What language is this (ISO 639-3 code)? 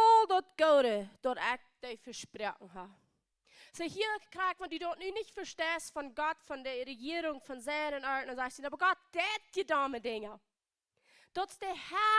pdt